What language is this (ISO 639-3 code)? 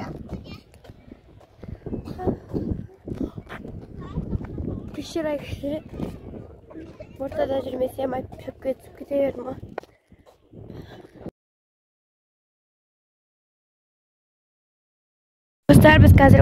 kaz